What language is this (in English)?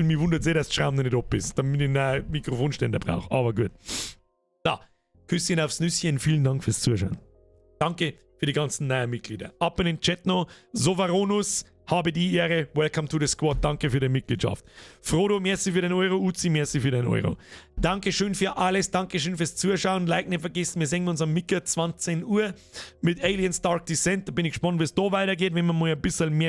Bavarian